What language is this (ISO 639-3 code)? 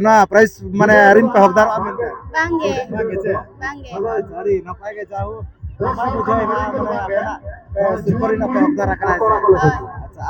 sat